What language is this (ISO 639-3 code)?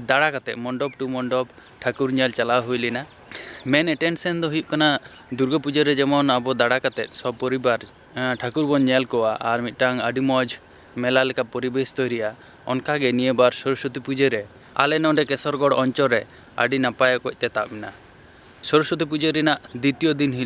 sat